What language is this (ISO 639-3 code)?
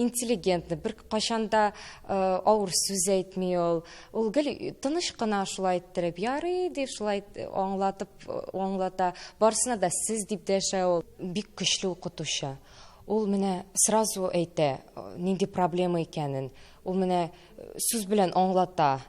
tat